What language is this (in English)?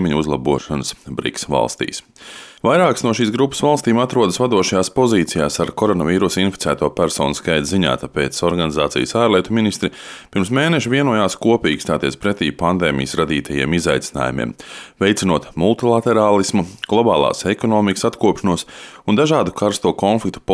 Latvian